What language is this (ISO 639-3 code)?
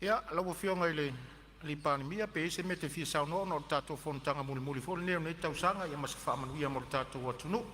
smo